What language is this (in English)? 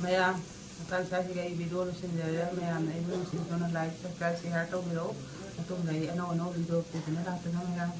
Manipuri